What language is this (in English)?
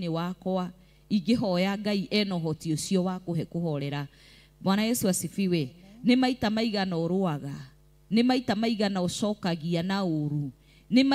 Kikuyu